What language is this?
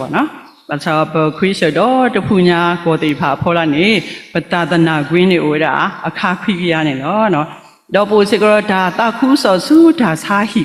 S'gaw Karen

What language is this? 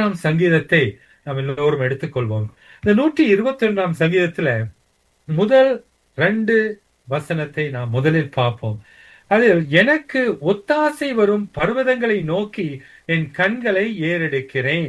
Tamil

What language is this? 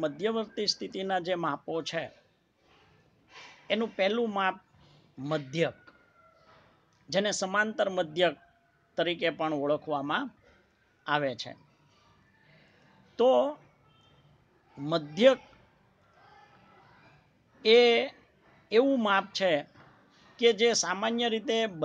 Gujarati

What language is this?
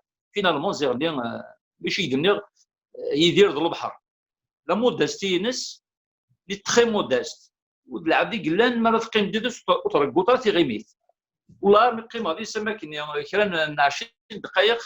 Kabyle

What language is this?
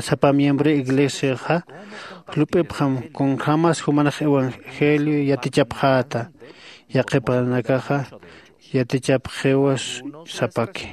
Aymara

